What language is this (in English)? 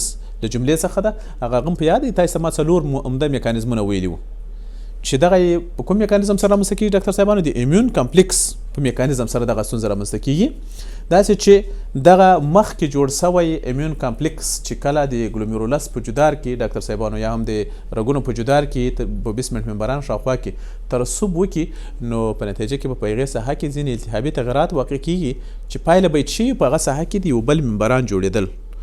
Pashto